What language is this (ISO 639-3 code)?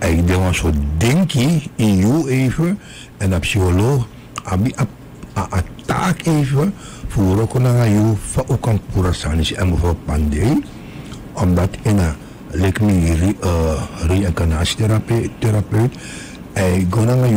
nld